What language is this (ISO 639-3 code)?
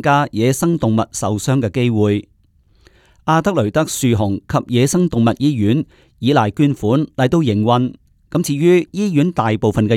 yue